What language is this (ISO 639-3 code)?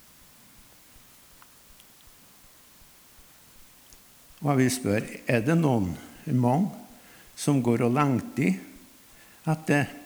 nor